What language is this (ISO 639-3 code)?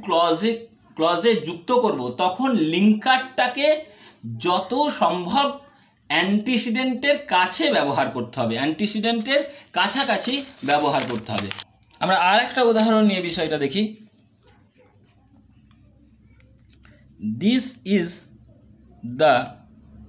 ben